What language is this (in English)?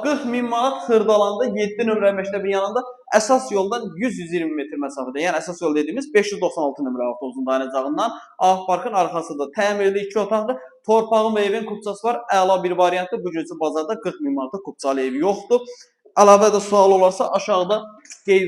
Azerbaijani